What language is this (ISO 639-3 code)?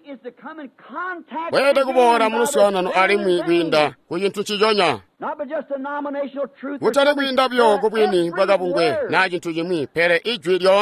toi